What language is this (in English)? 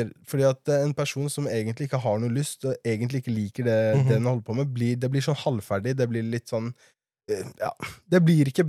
Norwegian